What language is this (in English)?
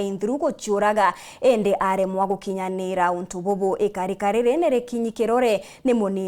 Meru